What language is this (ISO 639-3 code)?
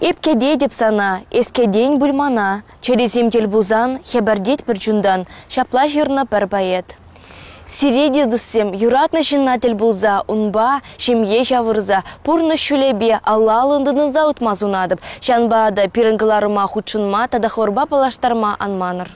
chv